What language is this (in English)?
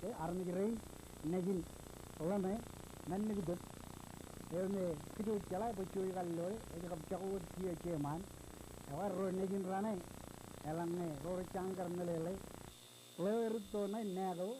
Marshallese